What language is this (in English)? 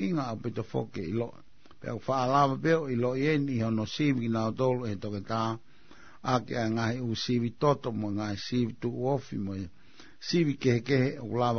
Tongan